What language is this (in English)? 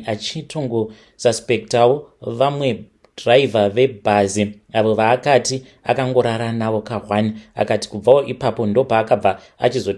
Shona